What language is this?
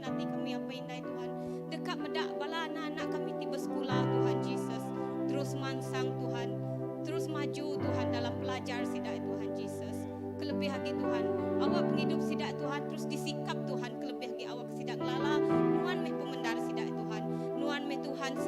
Iban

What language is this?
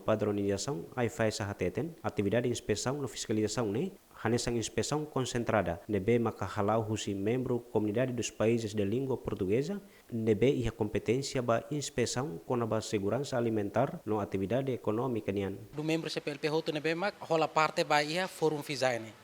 Tetum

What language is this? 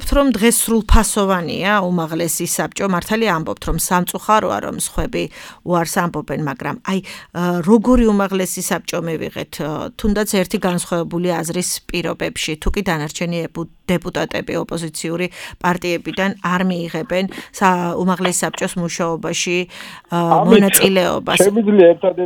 Georgian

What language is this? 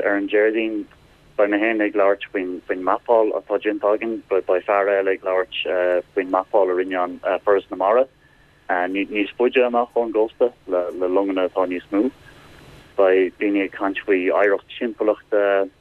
Irish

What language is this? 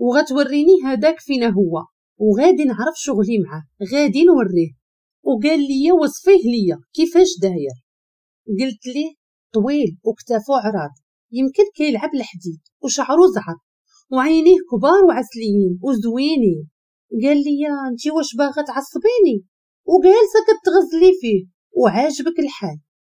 Moroccan Arabic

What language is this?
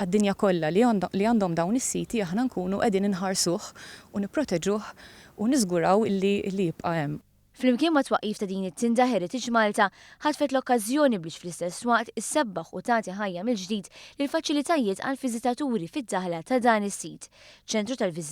Maltese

